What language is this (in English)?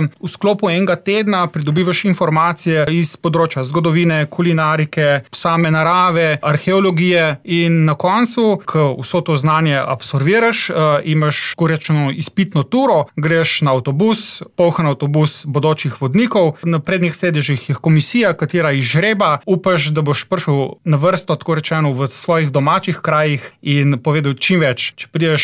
Slovenian